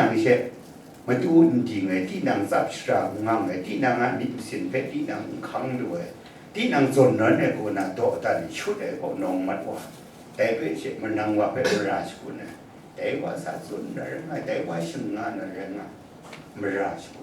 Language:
Kachin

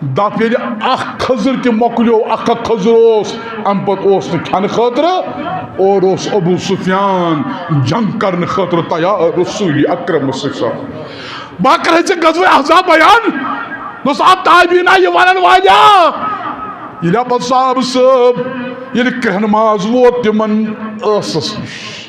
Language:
Kashmiri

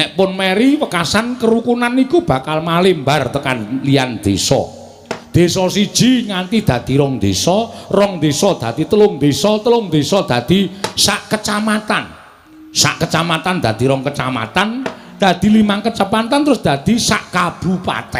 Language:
Javanese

